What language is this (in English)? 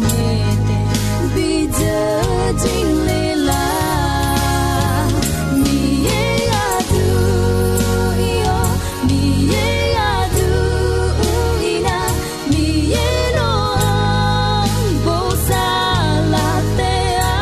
Akha